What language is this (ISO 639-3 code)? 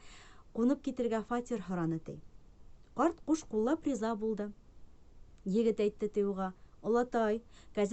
bak